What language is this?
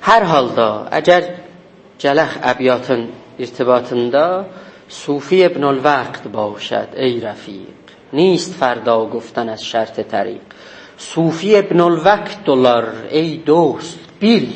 South Azerbaijani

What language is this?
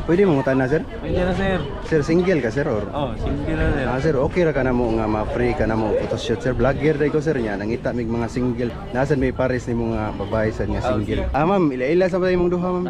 Cebuano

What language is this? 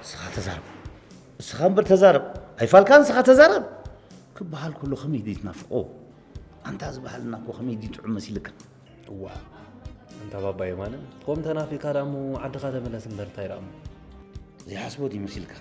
Tigrinya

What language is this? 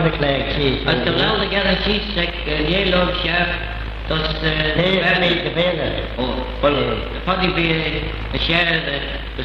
Manx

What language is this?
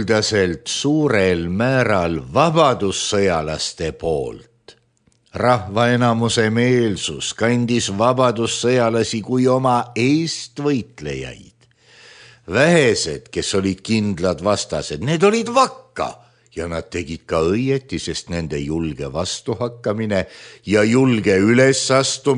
Estonian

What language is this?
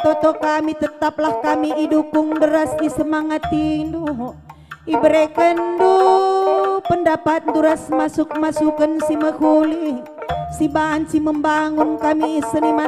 Batak Karo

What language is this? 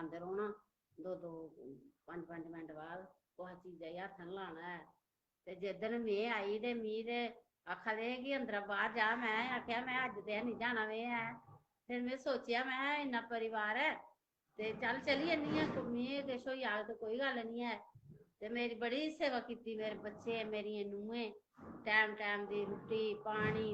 Dogri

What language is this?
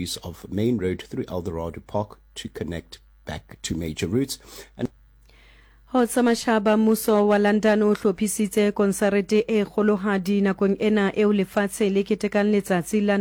Southern Sotho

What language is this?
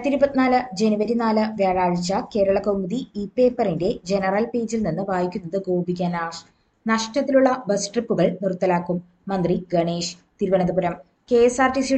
Malayalam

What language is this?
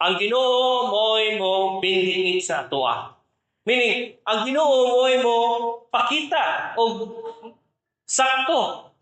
Cebuano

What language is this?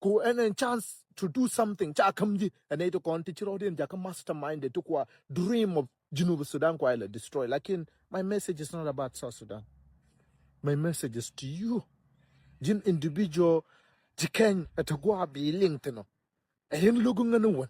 Nuer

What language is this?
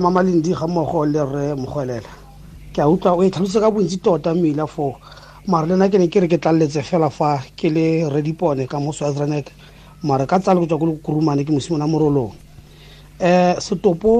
Tswana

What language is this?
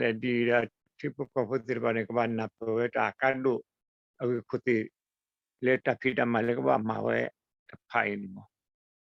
S'gaw Karen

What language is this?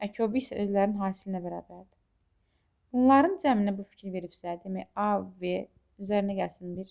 Azerbaijani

